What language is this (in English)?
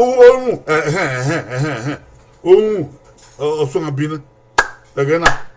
Bini